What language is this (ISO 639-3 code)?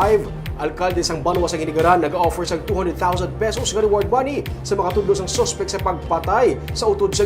hil